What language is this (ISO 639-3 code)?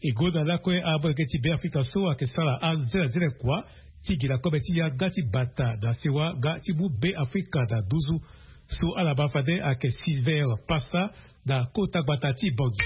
sag